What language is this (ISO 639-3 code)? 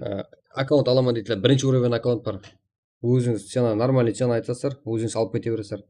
kaa